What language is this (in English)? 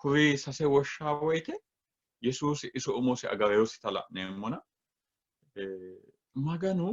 Sidamo